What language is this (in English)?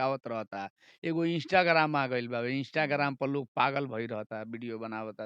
Bhojpuri